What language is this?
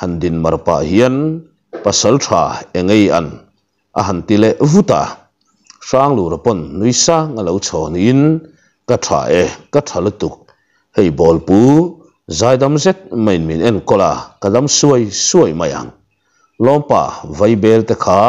Mizo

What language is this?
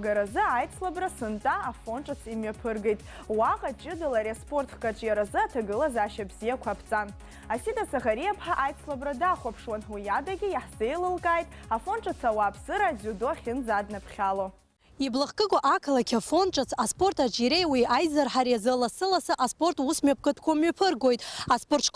Abkhazian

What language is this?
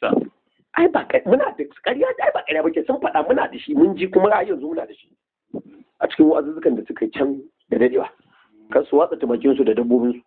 Hausa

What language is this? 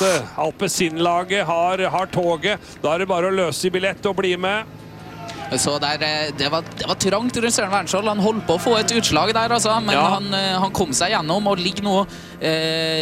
Norwegian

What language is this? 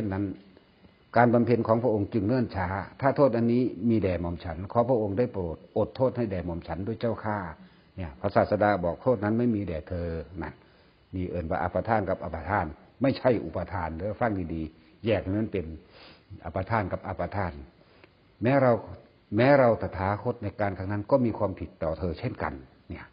Northeastern Thai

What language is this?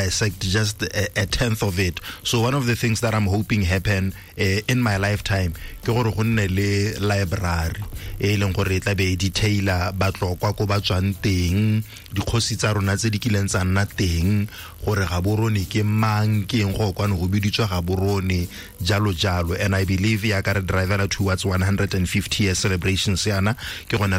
Tswana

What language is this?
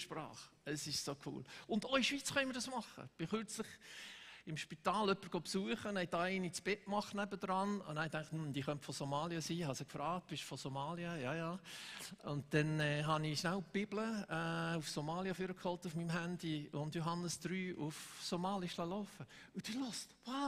Swiss German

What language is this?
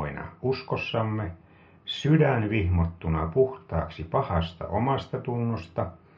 Finnish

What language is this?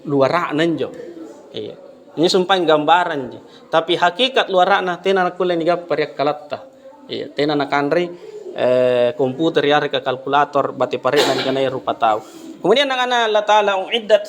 Makasar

